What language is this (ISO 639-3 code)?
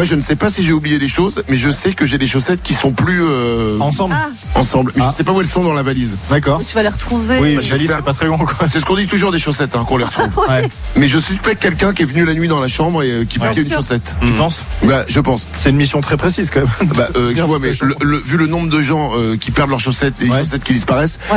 fra